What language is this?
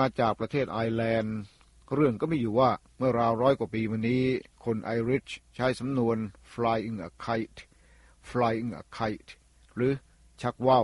Thai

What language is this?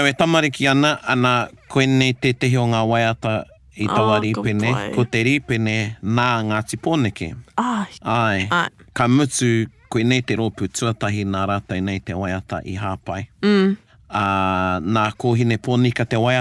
Māori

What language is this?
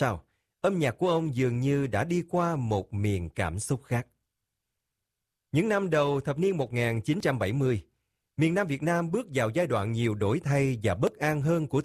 Vietnamese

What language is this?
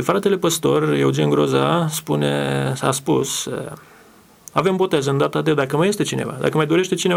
Romanian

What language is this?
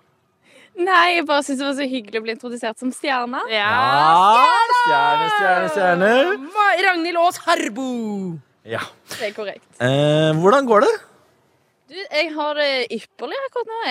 Norwegian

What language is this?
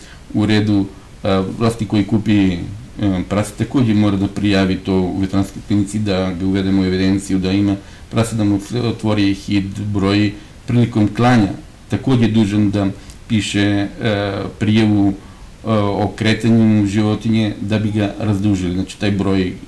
Serbian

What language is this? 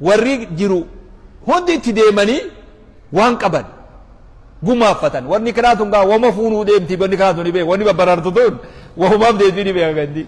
Oromo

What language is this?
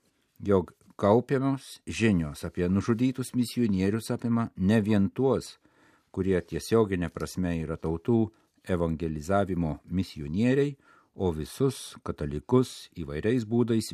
Lithuanian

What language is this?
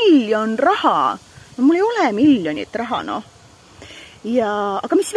Estonian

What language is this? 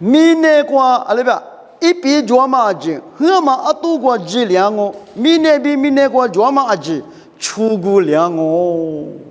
Lisu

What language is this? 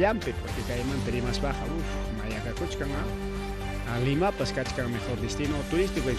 Ayacucho Quechua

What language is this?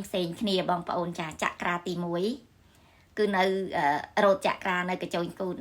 Khmer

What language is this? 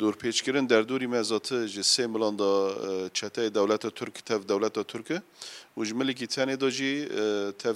Kurdish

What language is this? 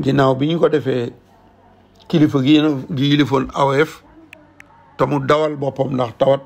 Wolof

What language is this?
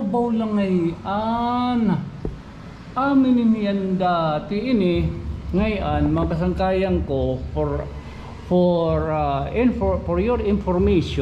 Waray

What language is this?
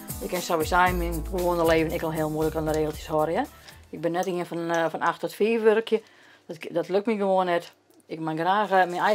Western Frisian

